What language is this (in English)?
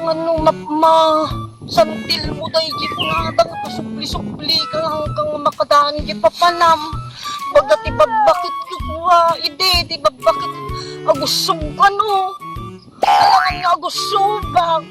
Iloko